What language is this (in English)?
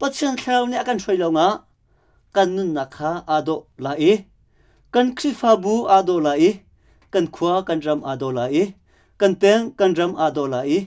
Hakha Chin